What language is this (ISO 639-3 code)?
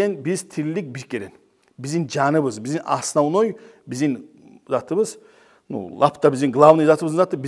kum